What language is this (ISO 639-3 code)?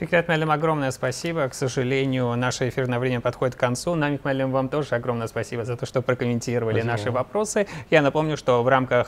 rus